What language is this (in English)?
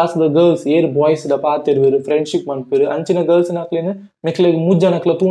Tulu